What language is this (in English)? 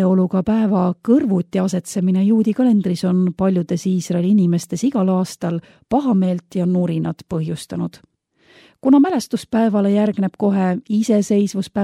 Estonian